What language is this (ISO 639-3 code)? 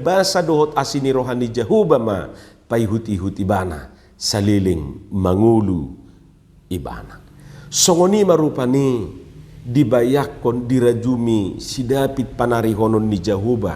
bbc